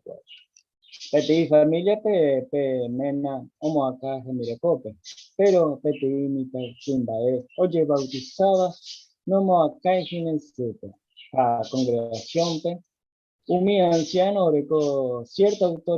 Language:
Guarani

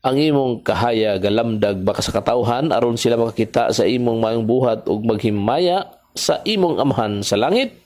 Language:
Cebuano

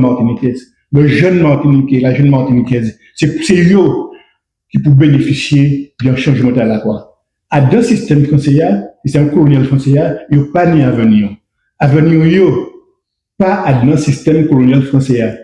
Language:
Guadeloupean Creole French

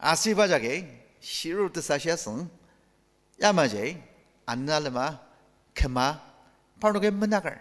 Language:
Ao Naga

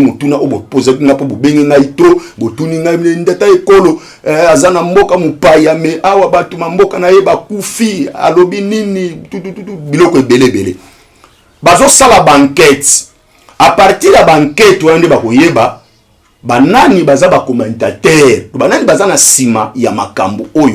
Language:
Lingala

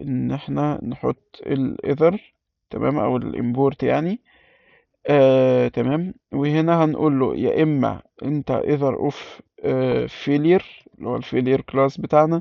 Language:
Egyptian Arabic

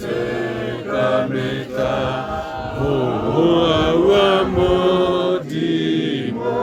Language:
Tswana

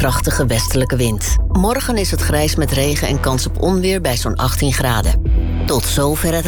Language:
Dutch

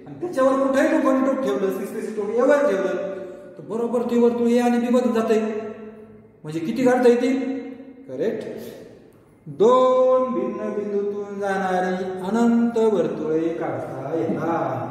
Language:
Marathi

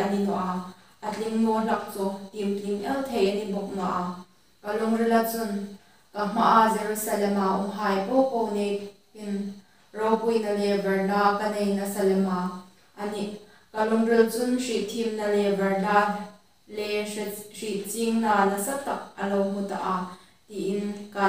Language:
Hmar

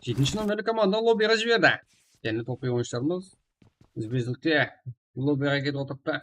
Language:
Kara-Kalpak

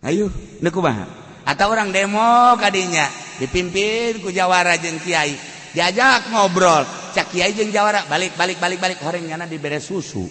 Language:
Sundanese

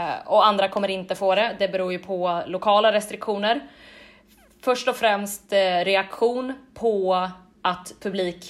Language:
Swedish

